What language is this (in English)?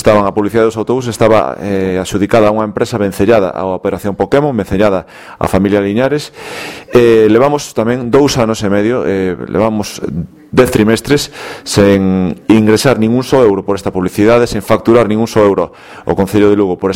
Galician